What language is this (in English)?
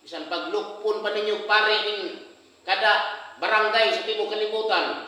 Cebuano